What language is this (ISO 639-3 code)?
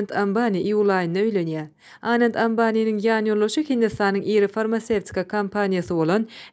tuk